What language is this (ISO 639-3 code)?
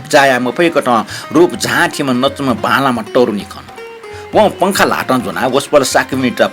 new